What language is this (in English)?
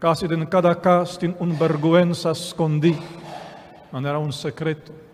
Papiamento